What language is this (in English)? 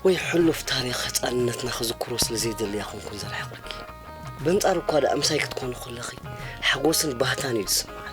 Tigrinya